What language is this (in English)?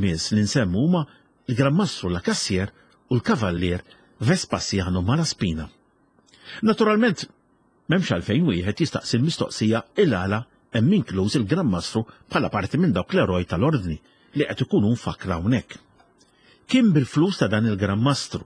Maltese